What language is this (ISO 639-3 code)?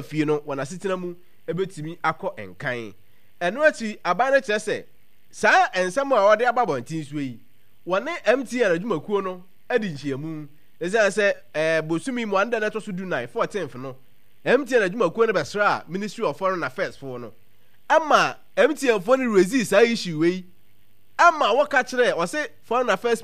aka